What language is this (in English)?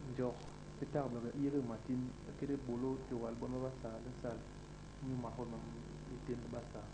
Basaa